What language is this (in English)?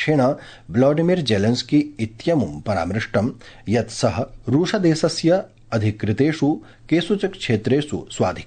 Sanskrit